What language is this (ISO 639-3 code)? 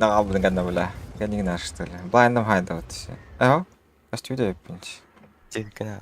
sah